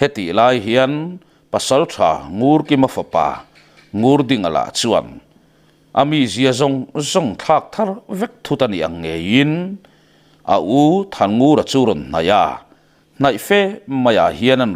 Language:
Mizo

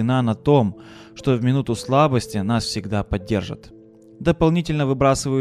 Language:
Russian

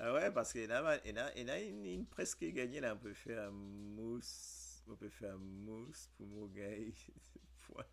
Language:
Morisyen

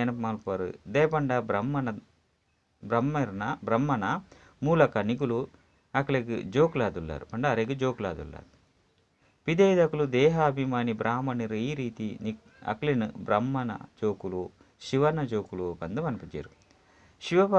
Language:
Tulu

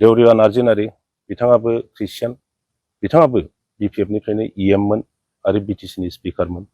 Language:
Bodo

